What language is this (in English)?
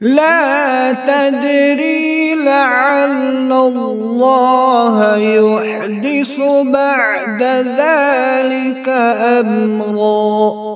Kashmiri